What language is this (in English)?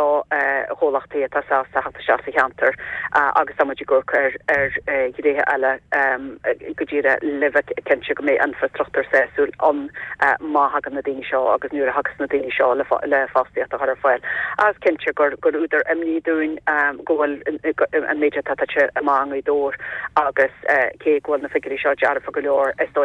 Irish